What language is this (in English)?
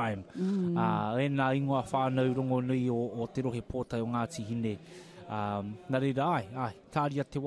Māori